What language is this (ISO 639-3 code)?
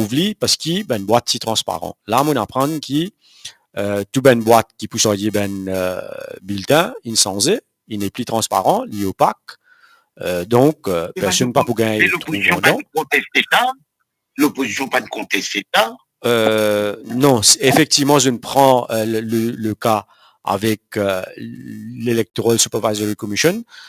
mfe